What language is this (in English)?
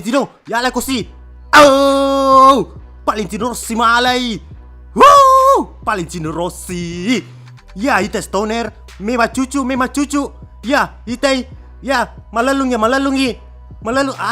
Buginese